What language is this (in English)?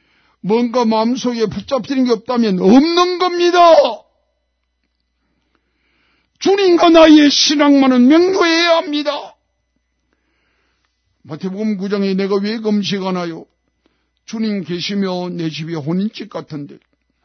Korean